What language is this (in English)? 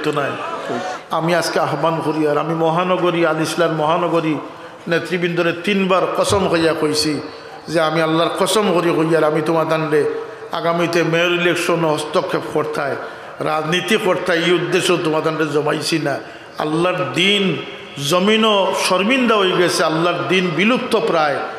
Sylheti